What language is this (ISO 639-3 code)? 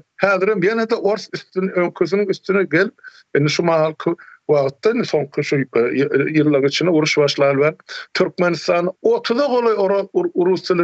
tuk